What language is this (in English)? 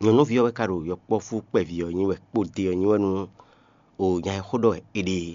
Fon